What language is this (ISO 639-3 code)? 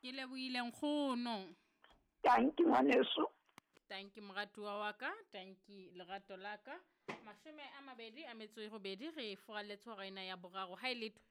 sot